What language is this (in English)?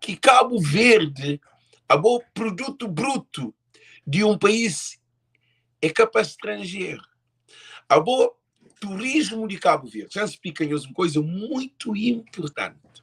Kabuverdianu